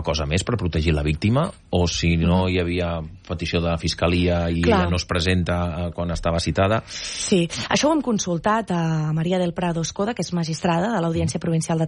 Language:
Catalan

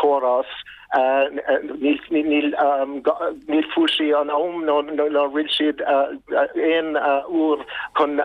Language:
Irish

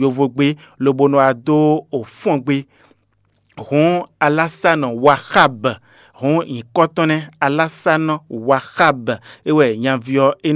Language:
Fon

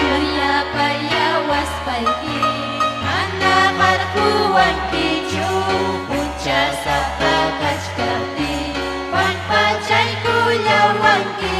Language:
Ayacucho Quechua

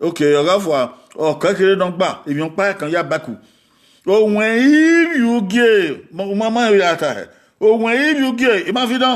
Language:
Bini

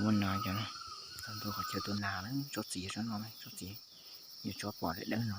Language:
Hmong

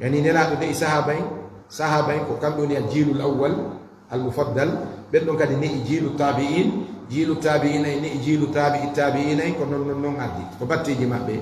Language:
Fula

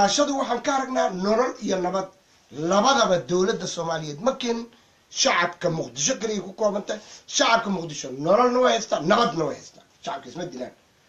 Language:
Somali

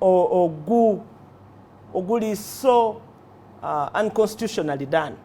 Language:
Ganda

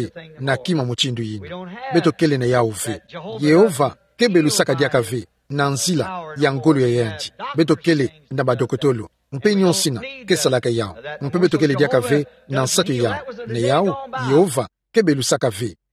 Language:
Kituba (Democratic Republic of Congo)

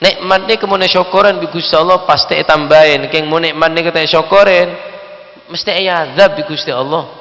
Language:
Madurese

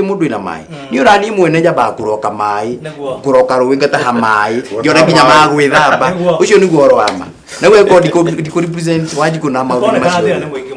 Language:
Kikuyu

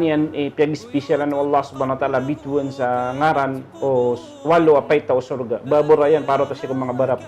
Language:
Maranao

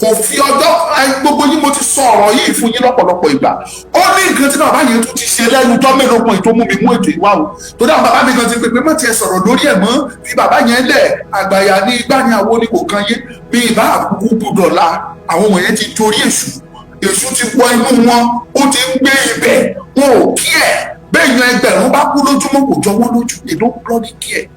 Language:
Yoruba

